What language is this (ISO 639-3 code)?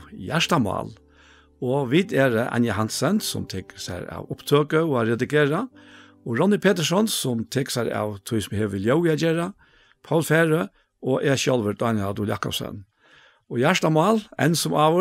fao